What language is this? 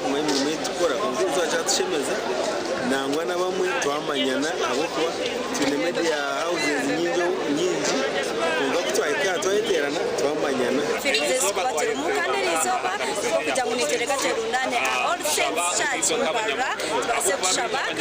Nyankole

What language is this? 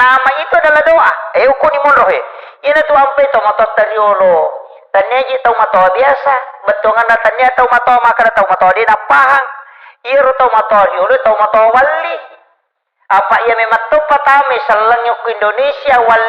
Buginese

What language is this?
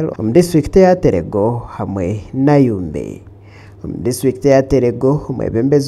Nyankole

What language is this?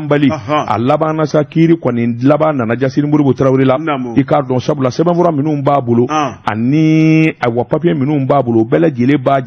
Bambara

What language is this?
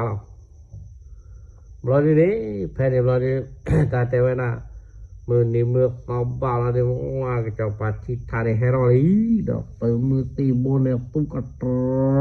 S'gaw Karen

